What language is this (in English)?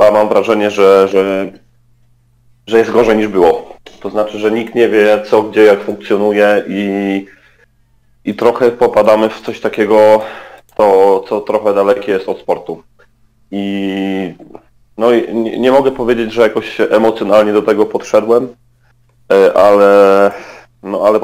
Polish